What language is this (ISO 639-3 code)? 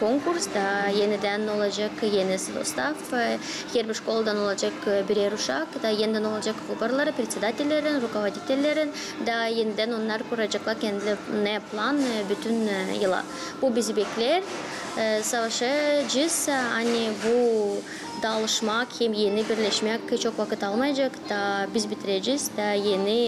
gag